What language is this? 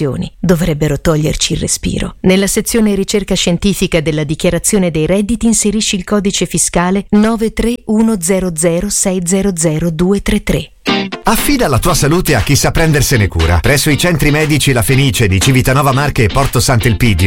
Italian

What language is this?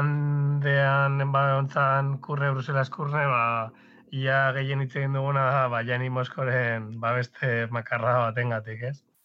Basque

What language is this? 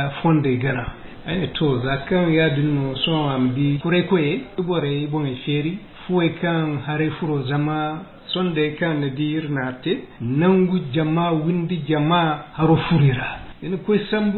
Zarma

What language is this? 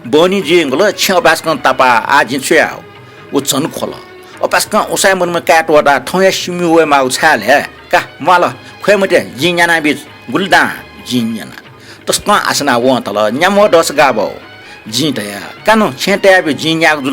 Newari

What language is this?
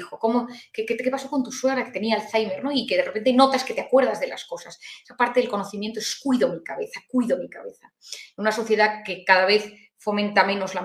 Spanish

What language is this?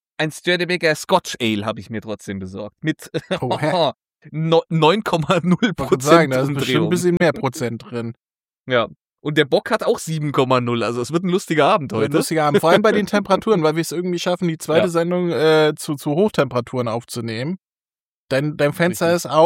German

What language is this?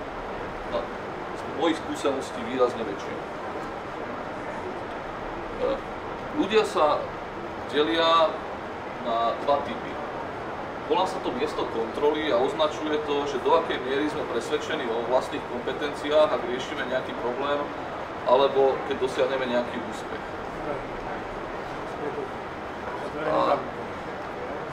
Slovak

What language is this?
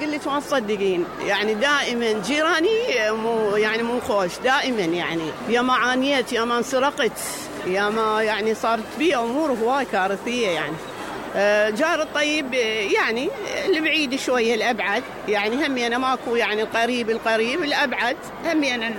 Mesopotamian Arabic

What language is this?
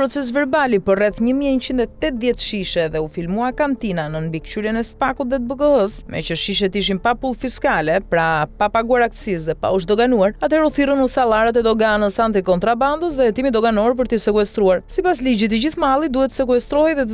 Albanian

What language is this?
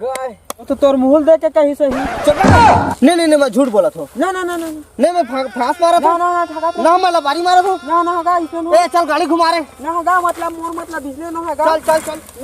Chhattisgarhi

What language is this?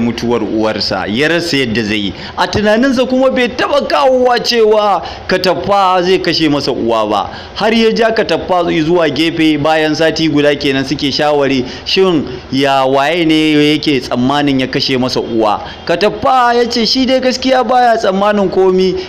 Hausa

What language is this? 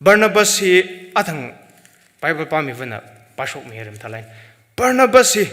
Tangkhul Naga (India)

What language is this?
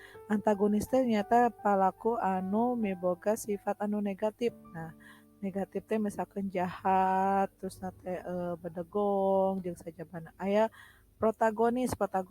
Sundanese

